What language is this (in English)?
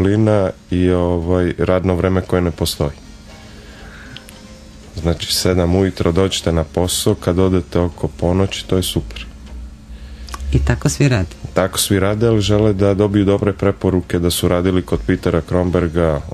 Serbian